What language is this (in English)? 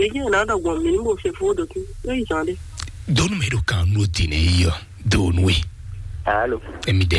Fon